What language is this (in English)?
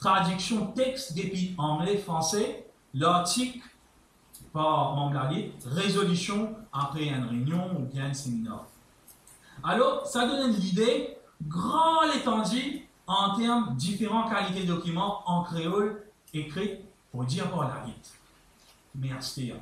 Morisyen